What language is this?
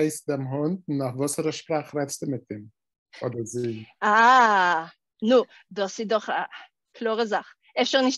Yiddish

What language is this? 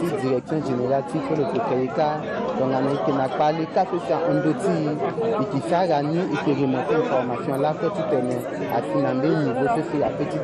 Sango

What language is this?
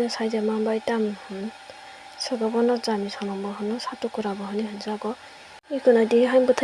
Kok Borok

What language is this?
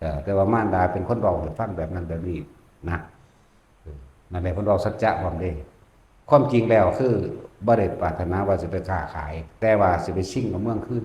Lao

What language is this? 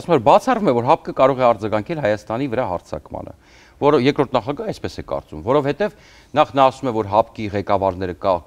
Armenian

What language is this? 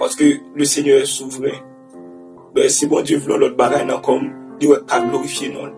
Haitian Creole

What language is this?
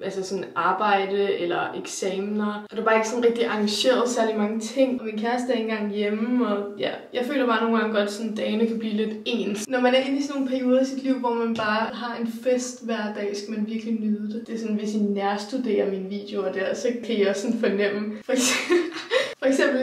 Danish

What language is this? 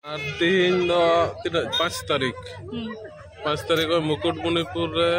Santali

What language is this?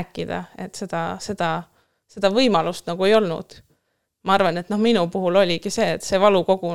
Estonian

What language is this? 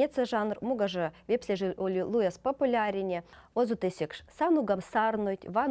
Veps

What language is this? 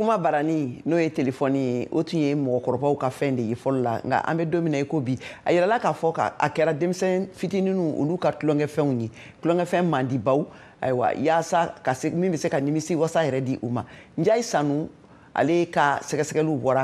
Bambara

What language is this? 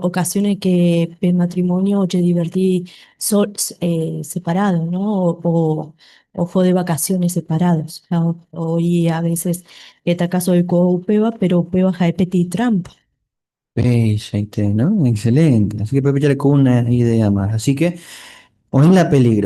Guarani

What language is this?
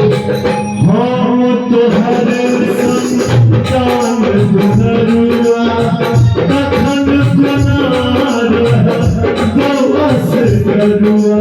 Maithili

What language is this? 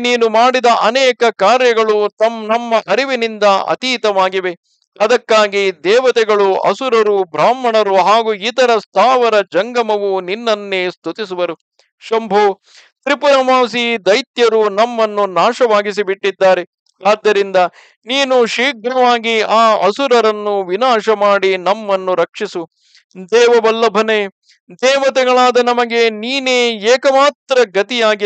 Kannada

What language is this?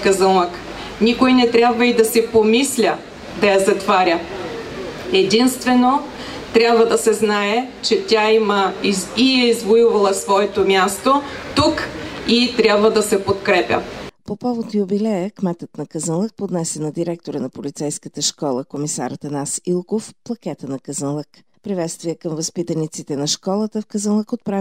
Bulgarian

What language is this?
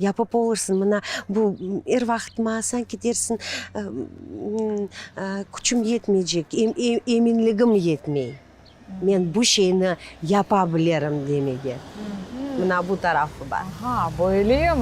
Crimean Tatar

